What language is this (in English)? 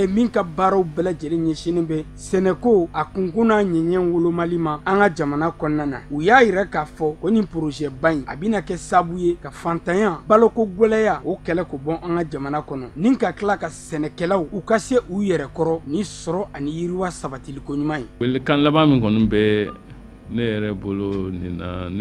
Bambara